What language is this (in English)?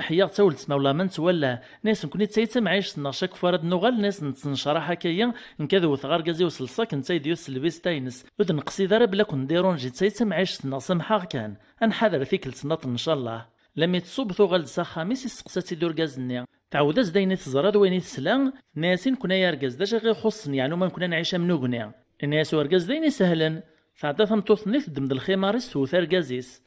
Kabyle